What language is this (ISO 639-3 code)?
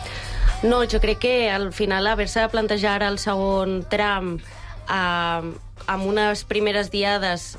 cat